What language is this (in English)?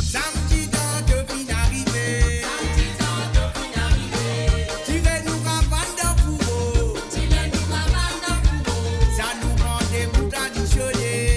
Morisyen